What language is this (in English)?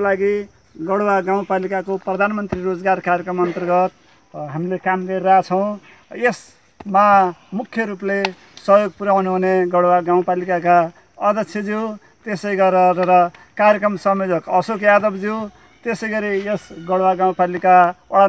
Nepali